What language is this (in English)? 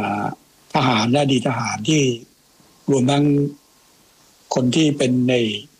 Thai